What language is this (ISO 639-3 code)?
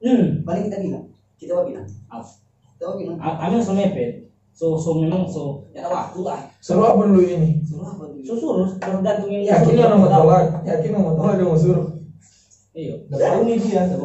xmm